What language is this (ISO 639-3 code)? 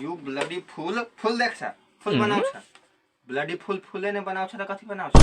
mai